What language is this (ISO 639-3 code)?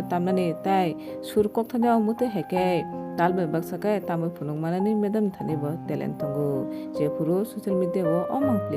trp